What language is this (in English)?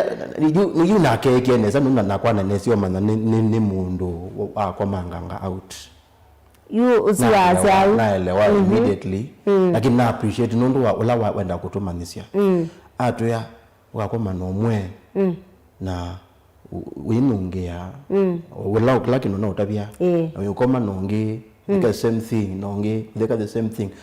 Kamba